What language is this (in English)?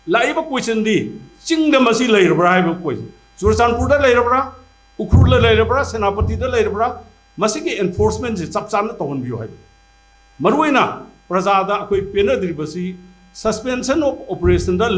Manipuri